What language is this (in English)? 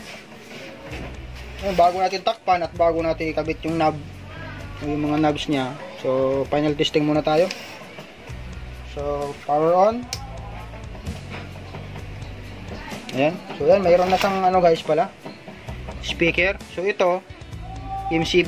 Filipino